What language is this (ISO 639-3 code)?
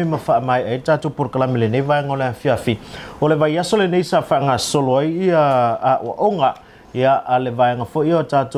smo